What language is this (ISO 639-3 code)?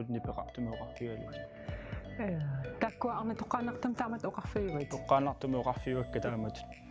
kal